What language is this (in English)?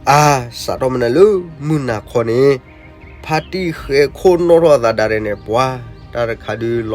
S'gaw Karen